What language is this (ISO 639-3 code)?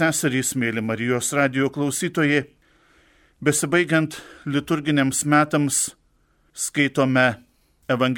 lit